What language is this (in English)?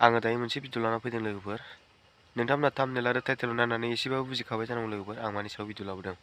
Bodo